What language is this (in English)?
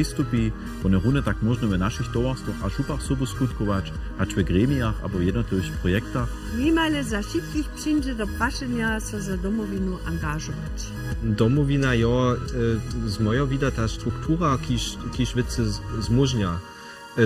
Upper Sorbian